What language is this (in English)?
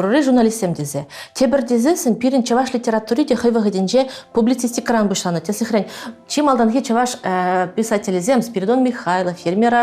Chuvash